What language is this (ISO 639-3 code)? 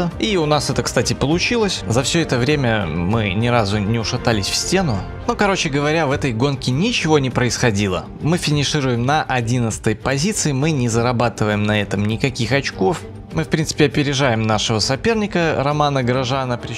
rus